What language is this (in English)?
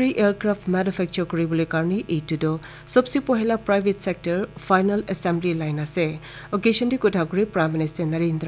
Naga Pidgin